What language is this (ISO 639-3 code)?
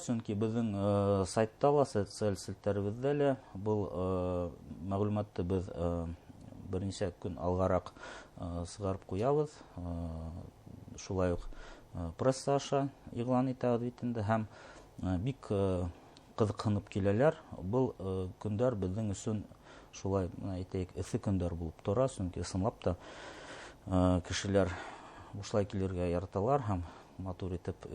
bak